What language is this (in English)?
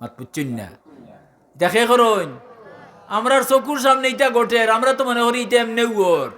Sylheti